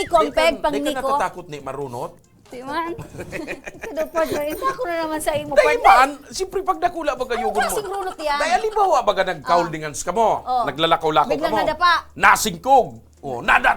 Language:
Bikol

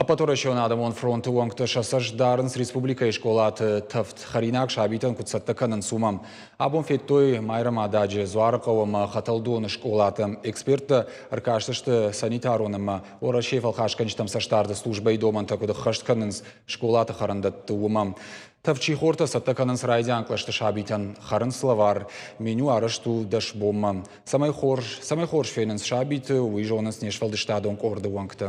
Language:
Ossetic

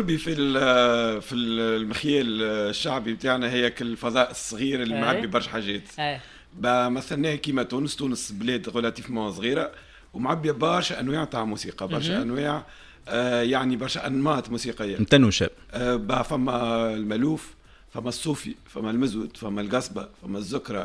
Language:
Tunisian Arabic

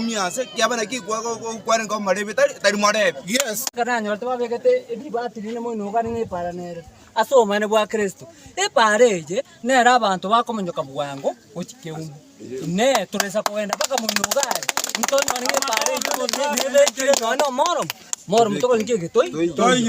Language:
Gusii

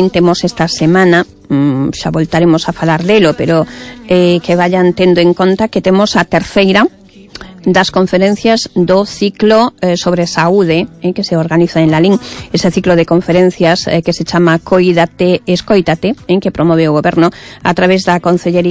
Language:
Galician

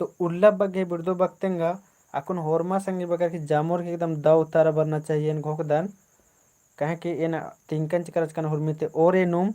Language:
Kurukh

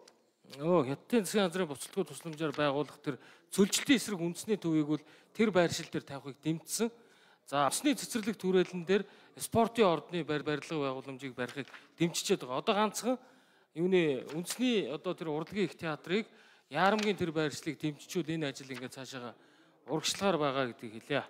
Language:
Mongolian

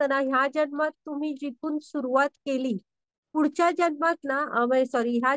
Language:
Marathi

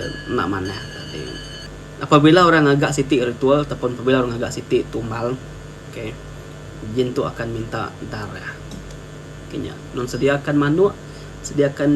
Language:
Iban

